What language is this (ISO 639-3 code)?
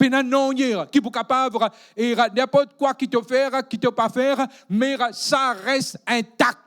mfe